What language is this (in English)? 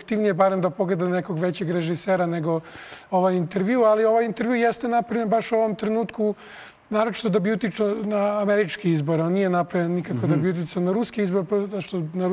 Serbian